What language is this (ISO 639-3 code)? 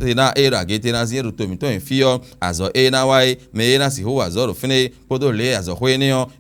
fon